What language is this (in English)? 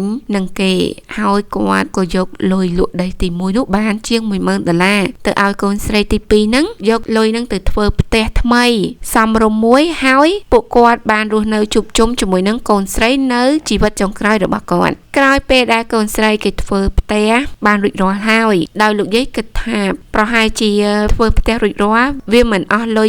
Khmer